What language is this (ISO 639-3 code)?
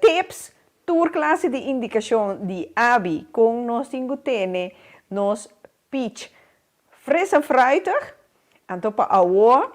pap